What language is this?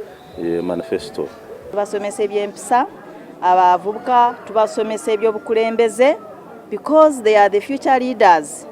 Ganda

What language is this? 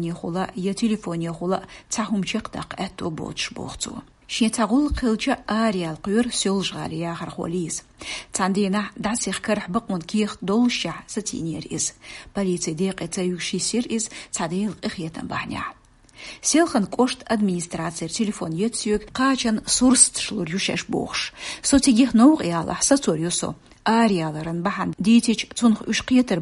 Chechen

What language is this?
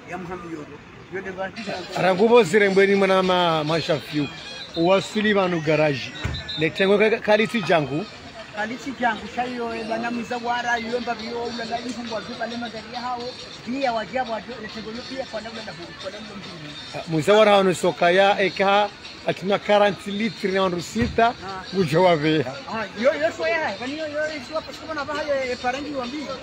Swahili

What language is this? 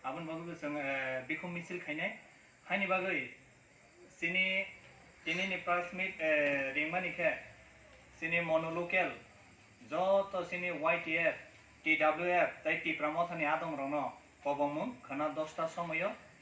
Kok Borok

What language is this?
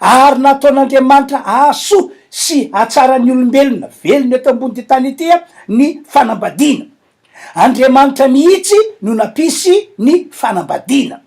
Malagasy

